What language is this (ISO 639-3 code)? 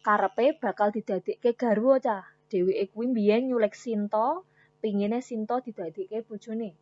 jav